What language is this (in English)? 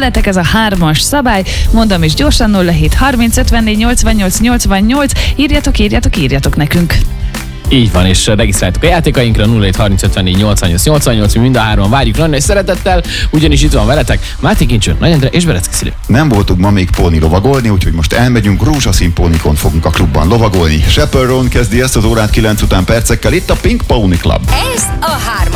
Hungarian